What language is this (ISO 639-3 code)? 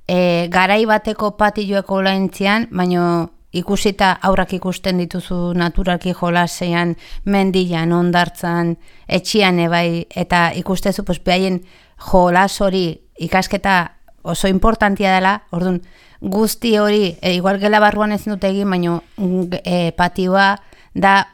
eus